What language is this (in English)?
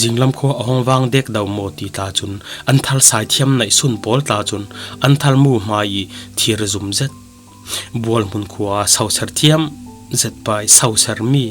Falam Chin